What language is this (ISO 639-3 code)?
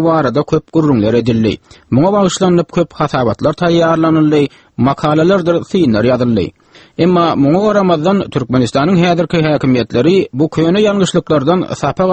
tuk